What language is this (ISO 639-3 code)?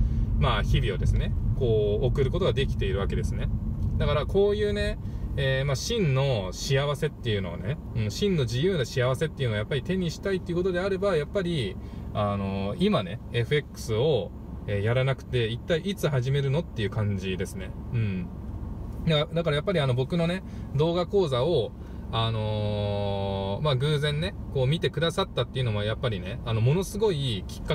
jpn